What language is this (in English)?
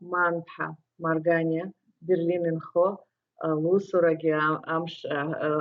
Abkhazian